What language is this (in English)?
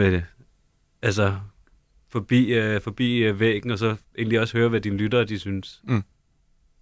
Danish